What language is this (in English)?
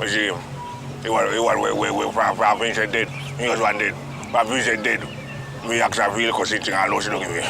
Jamaican Creole English